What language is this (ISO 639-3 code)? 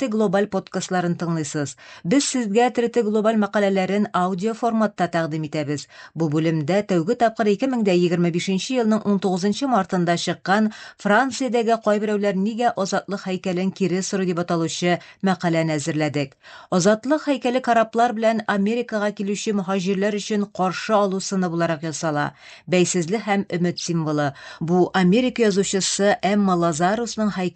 tat